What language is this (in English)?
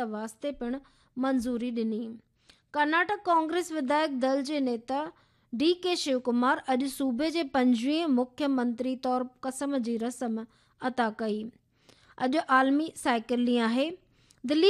Sindhi